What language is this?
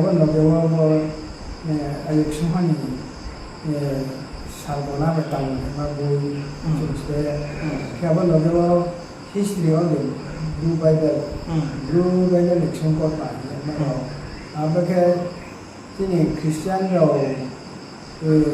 Riang (India)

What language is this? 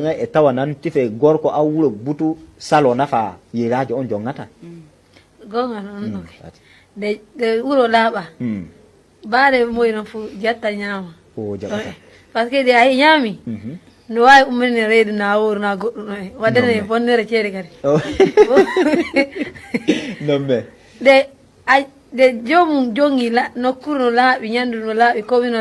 Nigerian Fulfulde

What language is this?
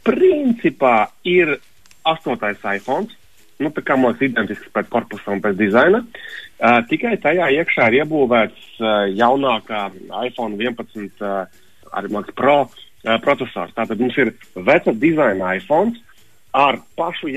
Latvian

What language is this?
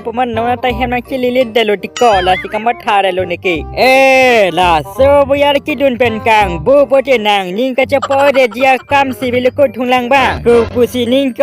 Karbi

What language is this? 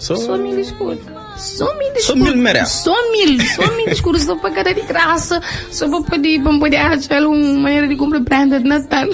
Kabuverdianu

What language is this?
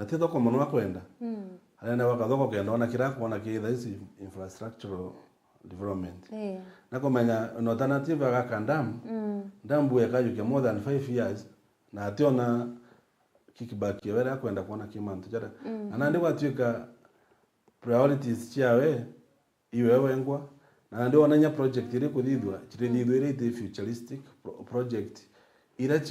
Meru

